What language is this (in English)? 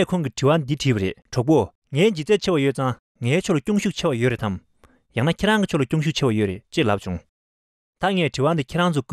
Tibetan